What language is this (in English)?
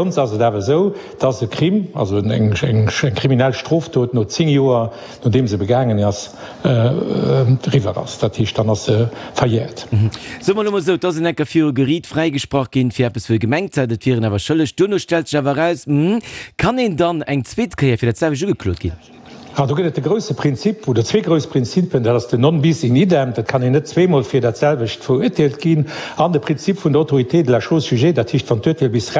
Luxembourgish